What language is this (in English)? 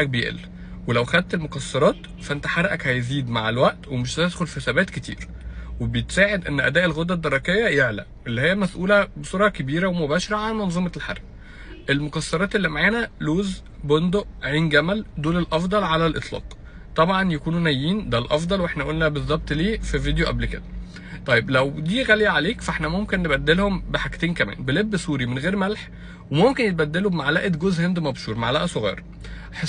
Egyptian Arabic